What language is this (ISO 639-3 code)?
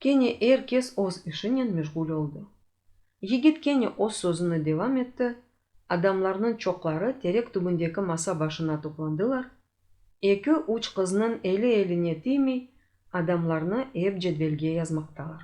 crh